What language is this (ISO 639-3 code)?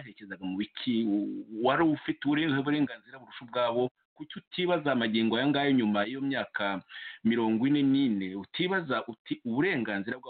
kin